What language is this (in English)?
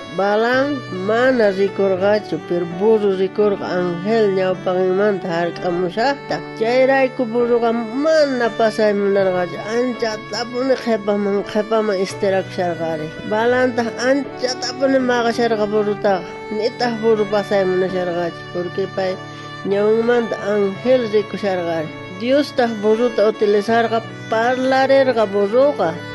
South Bolivian Quechua